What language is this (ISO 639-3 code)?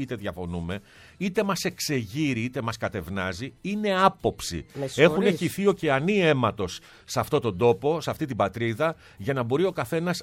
ell